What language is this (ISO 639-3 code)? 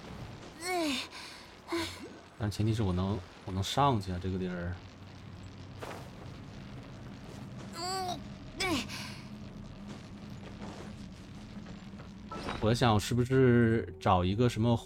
zho